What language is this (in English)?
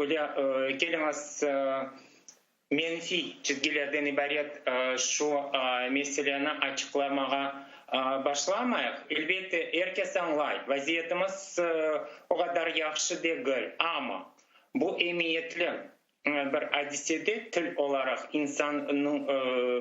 Crimean Tatar